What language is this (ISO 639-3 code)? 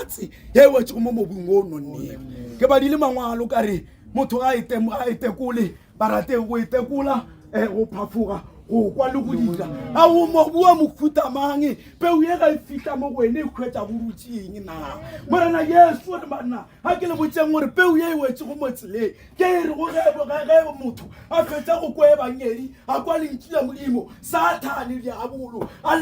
nso